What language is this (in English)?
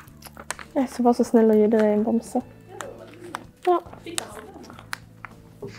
Norwegian